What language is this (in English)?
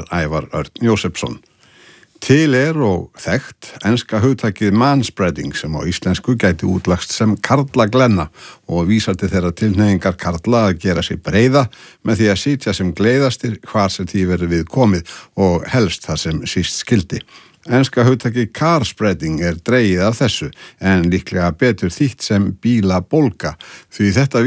Icelandic